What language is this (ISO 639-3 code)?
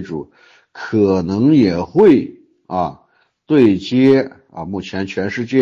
zho